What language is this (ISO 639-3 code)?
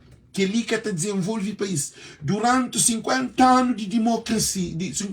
kea